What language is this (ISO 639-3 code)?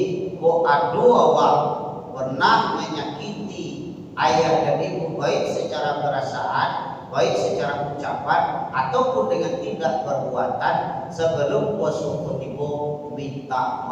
min